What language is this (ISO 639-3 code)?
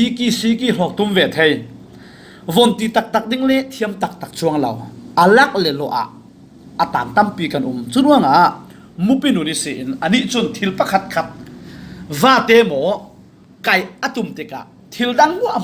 cfm